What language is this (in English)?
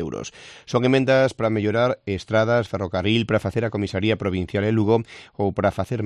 Galician